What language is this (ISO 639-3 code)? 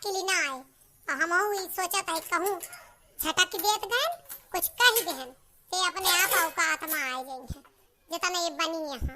awa